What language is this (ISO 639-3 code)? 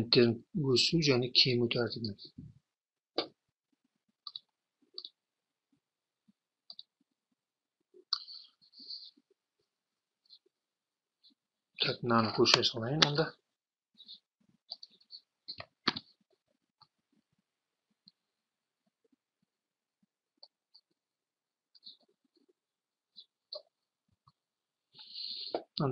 kaz